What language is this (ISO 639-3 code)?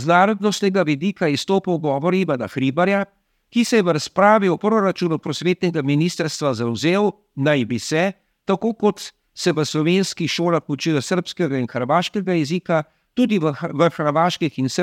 slv